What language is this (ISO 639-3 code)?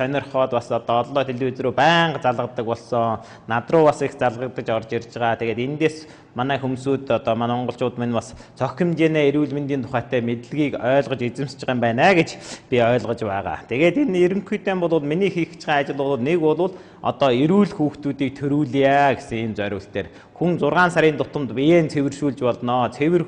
mon